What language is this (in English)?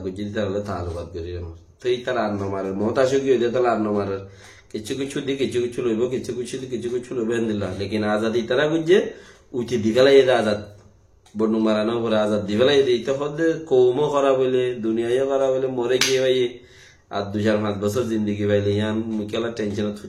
Rohingya